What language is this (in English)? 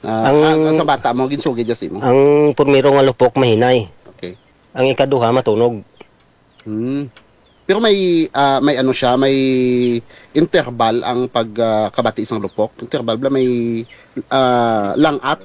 Hiligaynon